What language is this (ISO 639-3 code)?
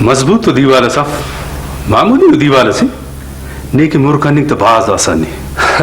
brh